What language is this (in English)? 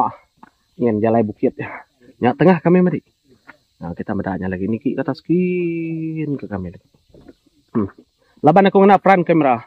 Iban